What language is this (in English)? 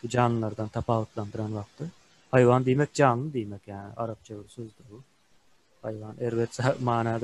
Turkmen